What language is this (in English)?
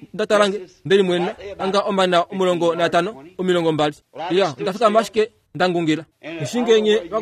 Kuanyama